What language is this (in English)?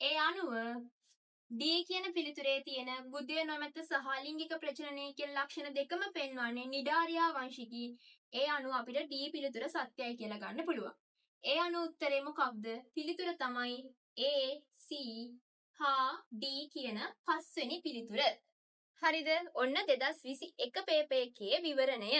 Sinhala